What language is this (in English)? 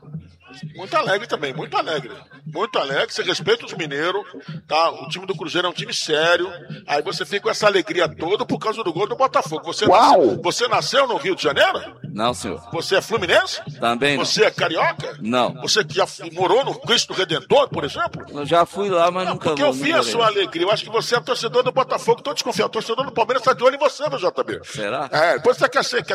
Portuguese